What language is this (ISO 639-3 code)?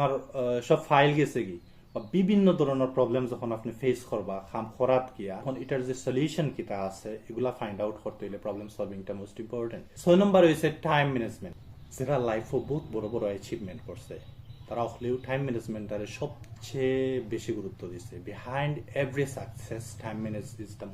syl